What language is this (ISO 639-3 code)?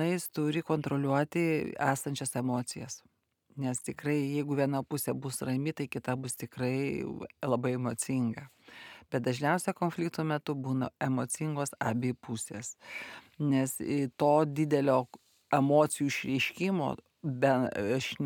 lit